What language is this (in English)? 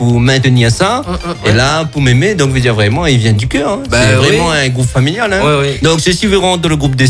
French